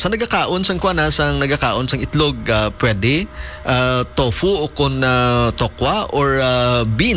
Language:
Hiligaynon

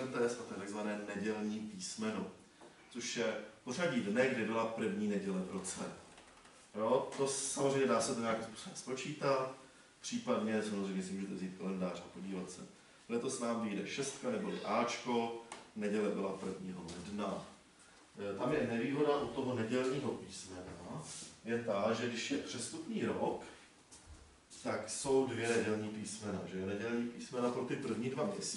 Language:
Czech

